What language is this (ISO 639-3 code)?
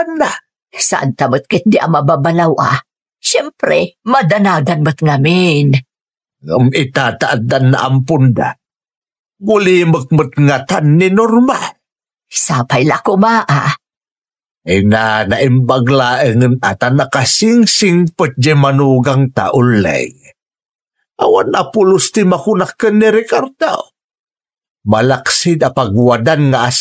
ilo